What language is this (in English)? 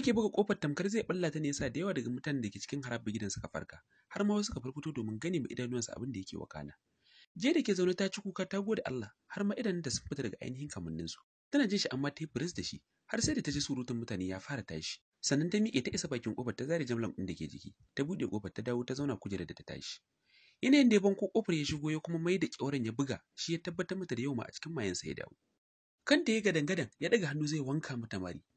Hausa